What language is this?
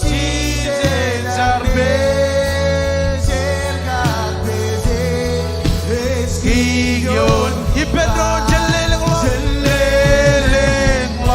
Marshallese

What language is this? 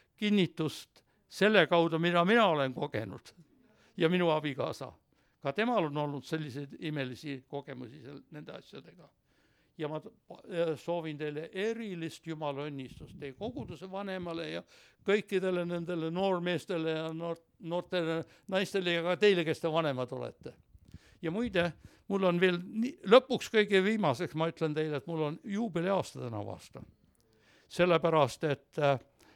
Estonian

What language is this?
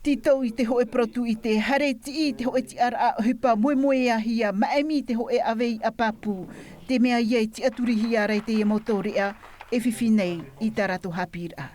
Tahitian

